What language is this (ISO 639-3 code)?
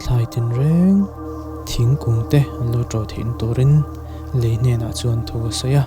lus